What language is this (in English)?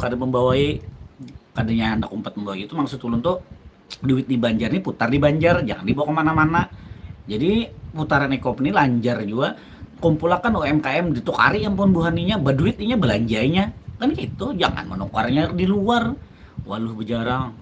Banjar